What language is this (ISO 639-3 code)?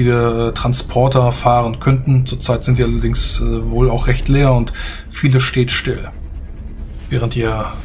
deu